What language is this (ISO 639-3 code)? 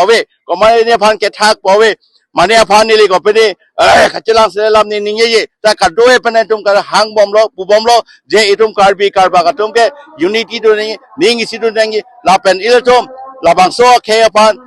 mjw